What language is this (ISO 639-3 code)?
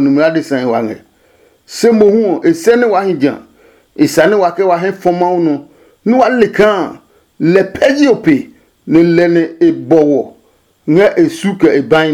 ada